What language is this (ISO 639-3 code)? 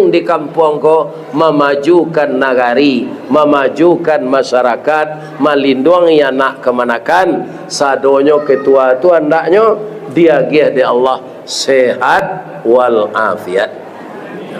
min